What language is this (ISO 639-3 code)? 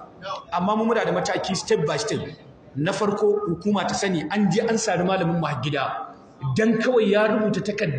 hau